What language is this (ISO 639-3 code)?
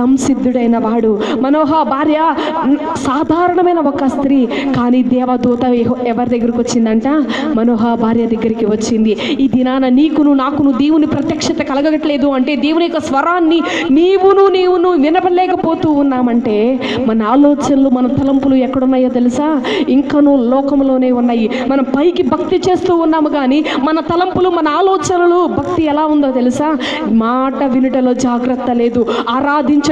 tel